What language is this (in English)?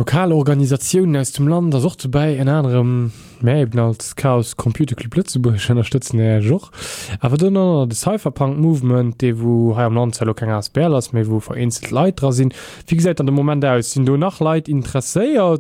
Luxembourgish